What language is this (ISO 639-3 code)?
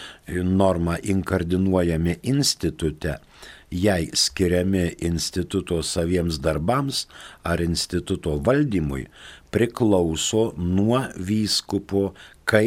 lit